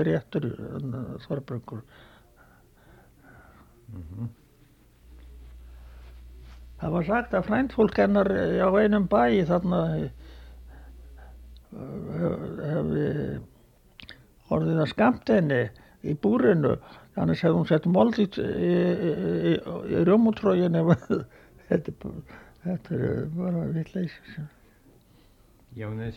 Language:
Icelandic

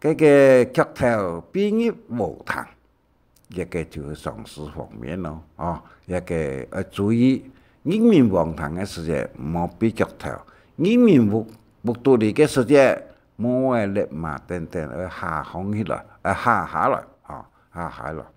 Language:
Hakka Chinese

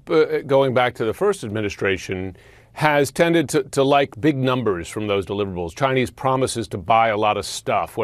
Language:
English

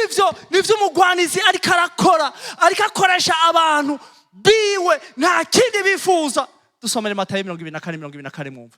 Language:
Rundi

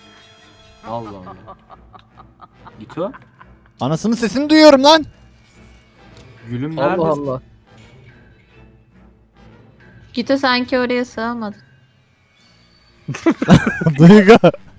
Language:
Turkish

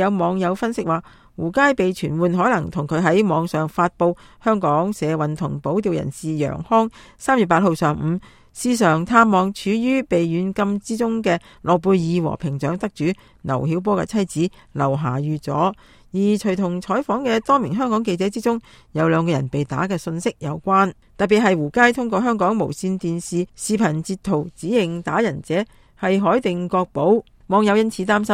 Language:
Cantonese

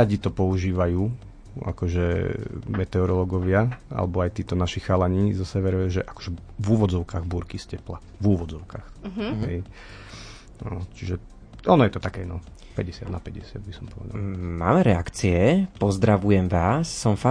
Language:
Slovak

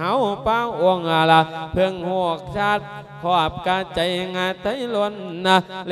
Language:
Lao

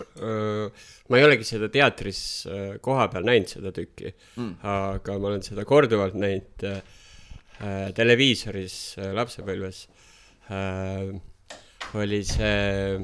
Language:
Estonian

